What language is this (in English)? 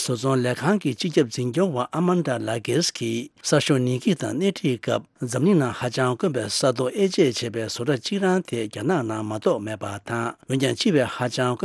Tibetan